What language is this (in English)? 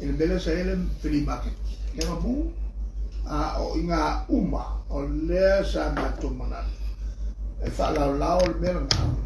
Samoan